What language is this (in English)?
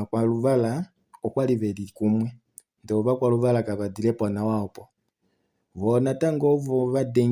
Kuanyama